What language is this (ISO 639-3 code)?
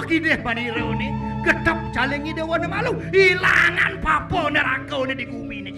ban